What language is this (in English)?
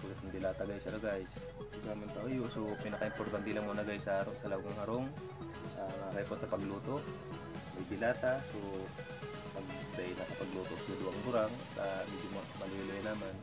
Bikol